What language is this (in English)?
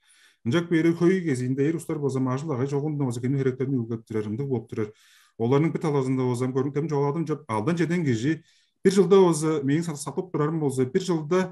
Tuvinian